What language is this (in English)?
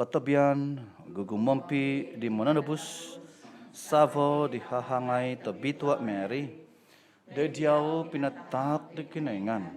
Central Dusun